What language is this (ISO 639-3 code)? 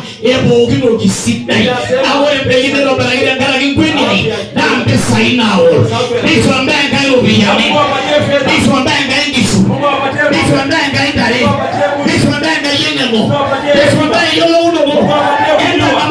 mas